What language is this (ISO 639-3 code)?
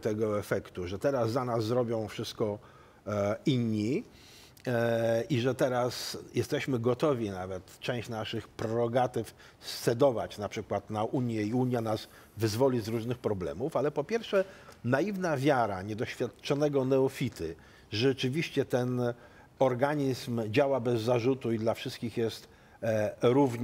pol